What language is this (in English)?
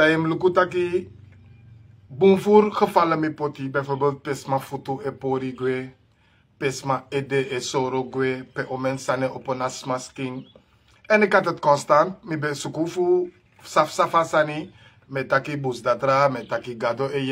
Sranan Tongo